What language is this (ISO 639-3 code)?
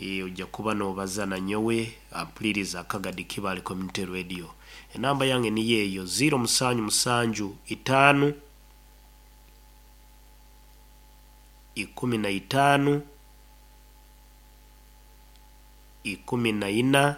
nyo